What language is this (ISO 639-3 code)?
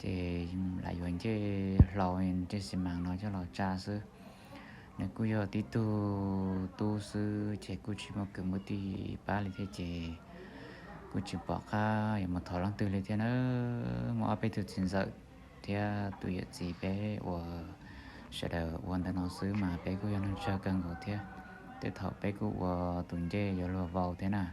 hmn